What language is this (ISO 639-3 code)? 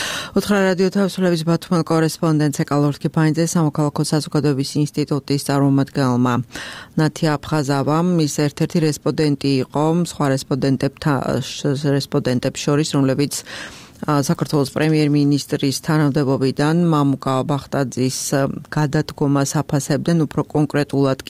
kat